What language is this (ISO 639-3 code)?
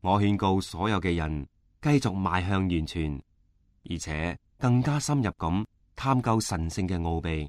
yue